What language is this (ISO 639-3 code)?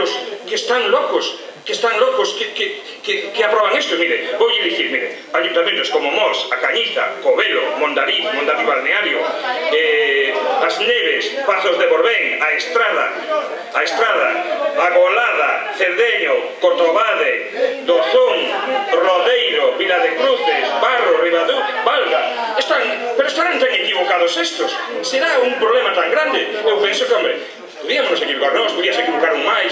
glg